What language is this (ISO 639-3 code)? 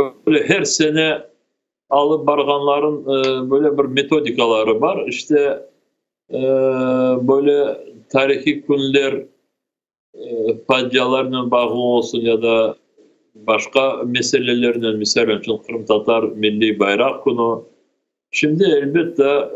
crh